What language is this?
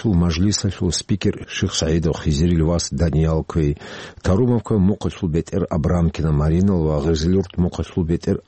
Avaric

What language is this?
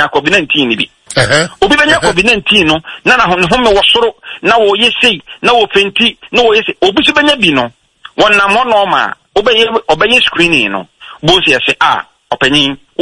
Akan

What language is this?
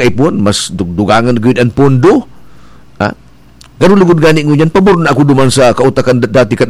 Bikol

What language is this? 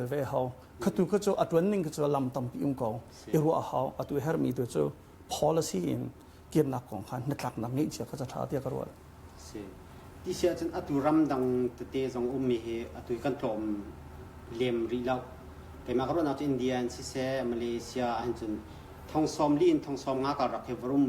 Hakha Chin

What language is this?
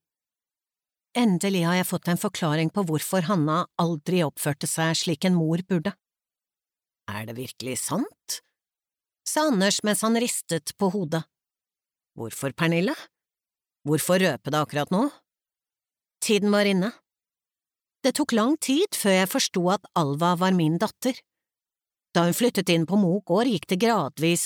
Norwegian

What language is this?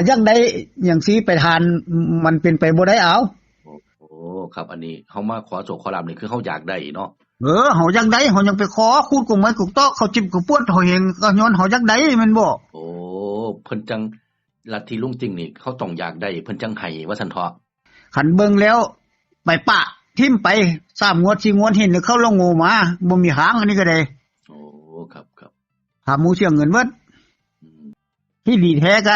Northeastern Thai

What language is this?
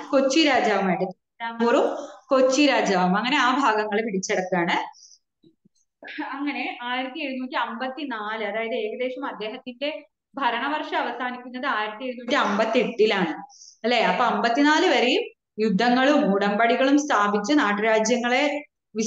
Malayalam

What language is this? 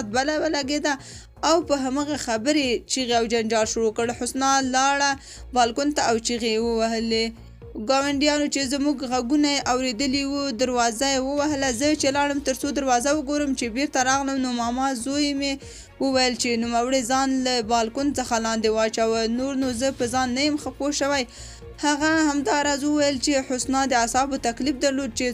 Pashto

